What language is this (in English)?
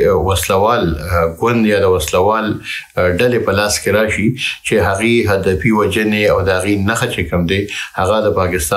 Pashto